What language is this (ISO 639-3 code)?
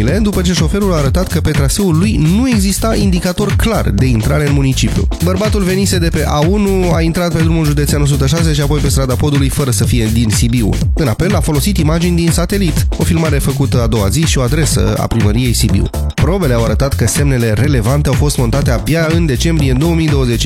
ron